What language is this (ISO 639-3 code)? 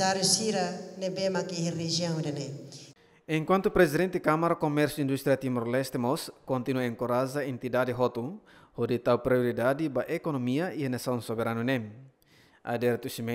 tet